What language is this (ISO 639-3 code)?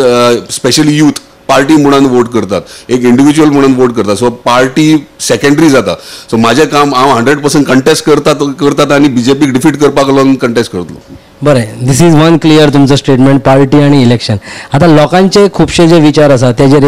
kok